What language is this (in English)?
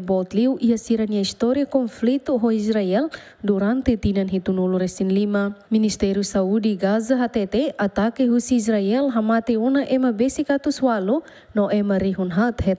Tetum